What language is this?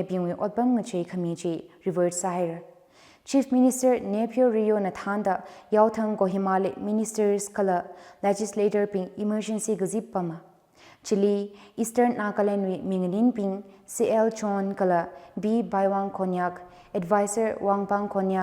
Tangkhul Naga (India)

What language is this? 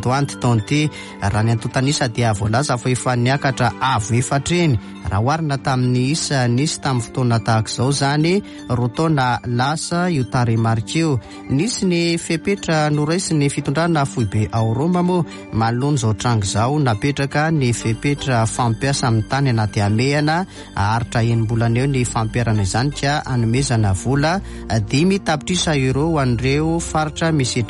Malagasy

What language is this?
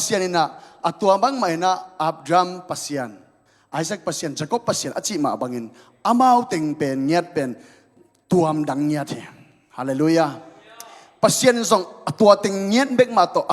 Tedim Chin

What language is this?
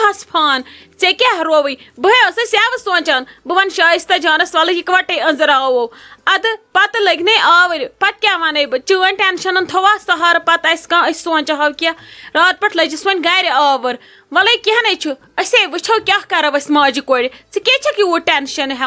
Kashmiri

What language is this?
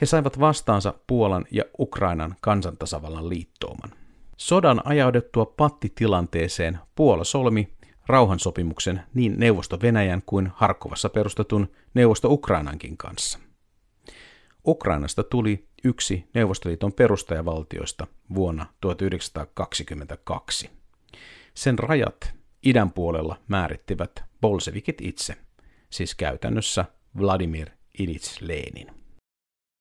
Finnish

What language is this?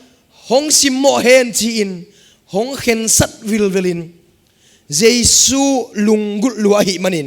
Tedim Chin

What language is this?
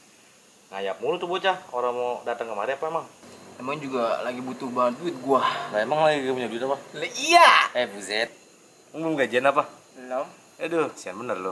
Betawi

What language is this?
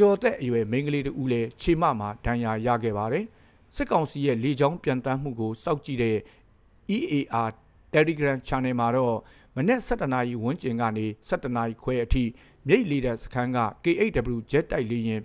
Burmese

